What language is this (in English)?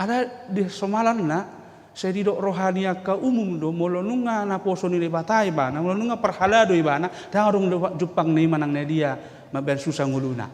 Batak Toba